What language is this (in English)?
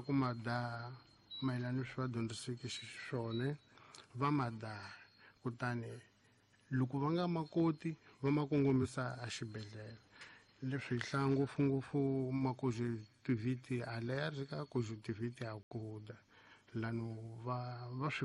Tsonga